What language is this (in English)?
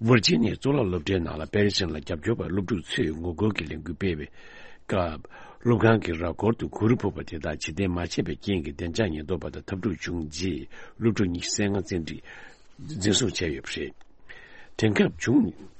Tibetan